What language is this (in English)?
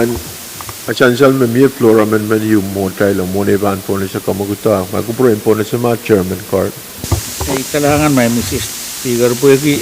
Pohnpeian